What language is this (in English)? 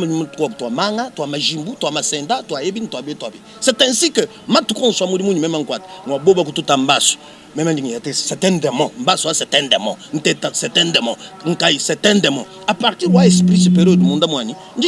Luba-Lulua